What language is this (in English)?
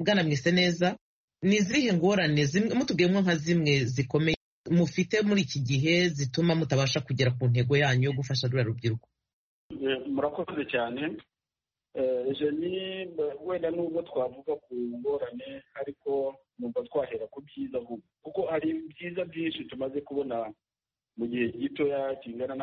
Kinyarwanda